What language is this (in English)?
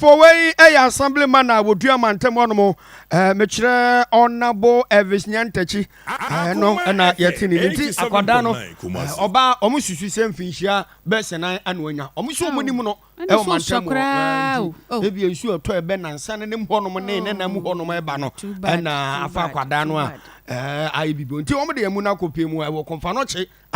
Akan